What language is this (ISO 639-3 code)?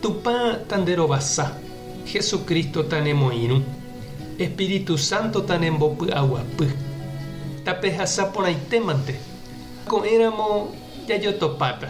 grn